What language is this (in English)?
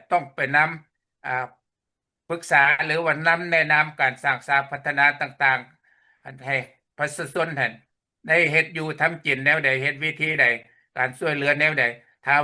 Lao